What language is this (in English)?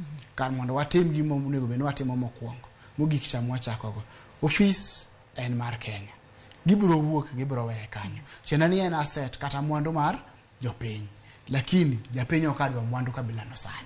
Luo (Kenya and Tanzania)